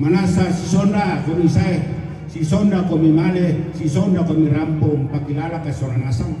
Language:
Toraja-Sa'dan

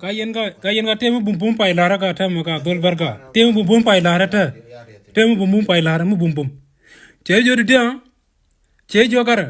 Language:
Nuer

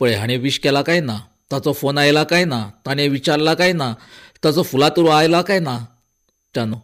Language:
Konkani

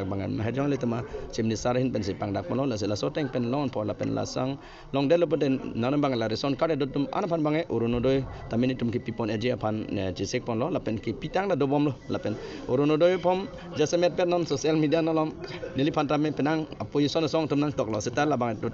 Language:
Karbi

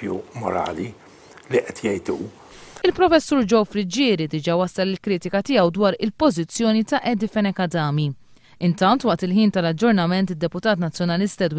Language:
Maltese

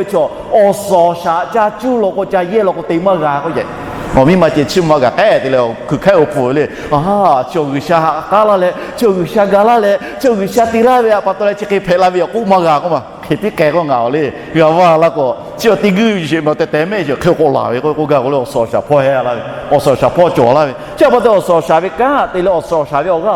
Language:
Lahu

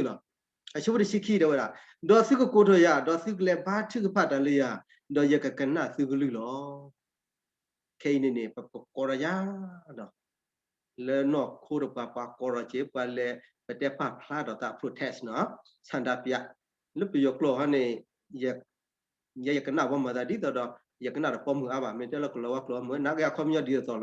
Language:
S'gaw Karen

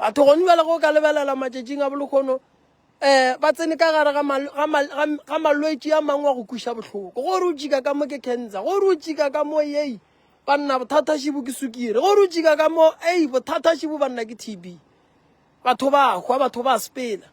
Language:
Northern Sotho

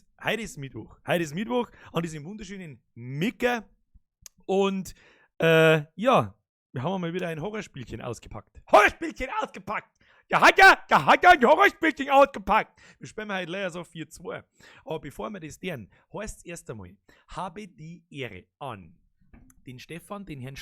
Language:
Bavarian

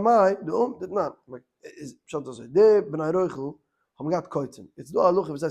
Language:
Yiddish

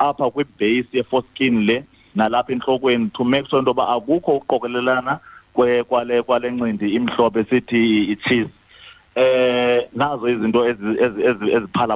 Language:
Xhosa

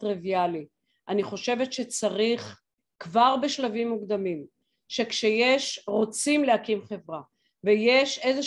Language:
Hebrew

